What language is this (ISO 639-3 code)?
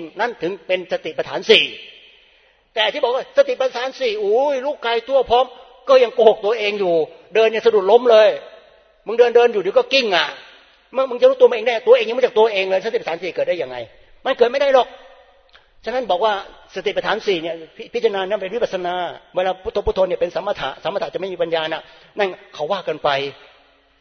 tha